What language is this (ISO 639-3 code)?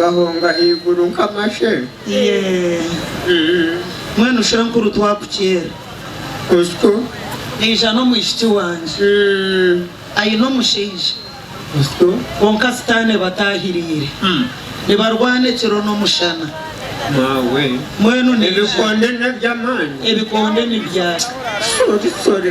nyn